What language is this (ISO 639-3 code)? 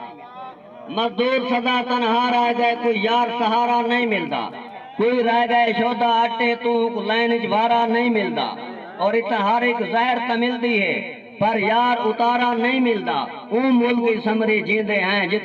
skr